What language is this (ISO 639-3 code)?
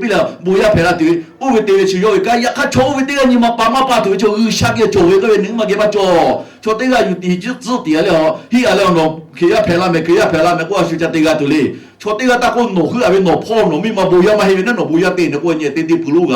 lhu